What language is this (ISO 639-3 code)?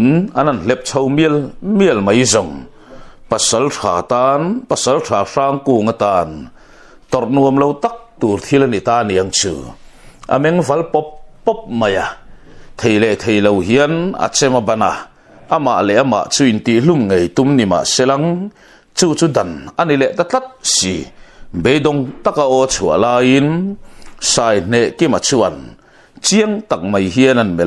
lus